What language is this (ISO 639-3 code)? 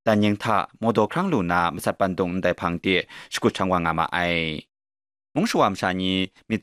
kac